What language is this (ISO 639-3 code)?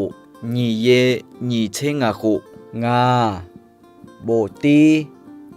ahk